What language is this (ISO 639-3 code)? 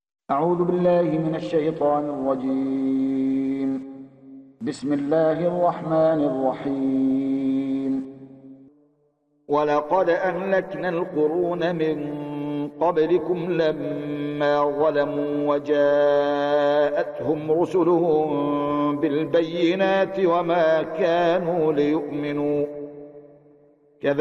ara